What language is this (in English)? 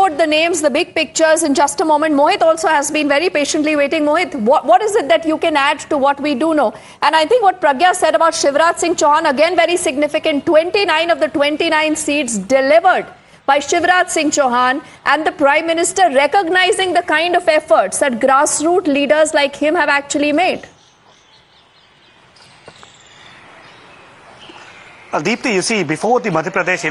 English